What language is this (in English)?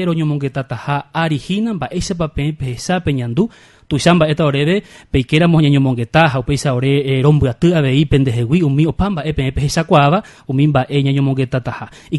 Guarani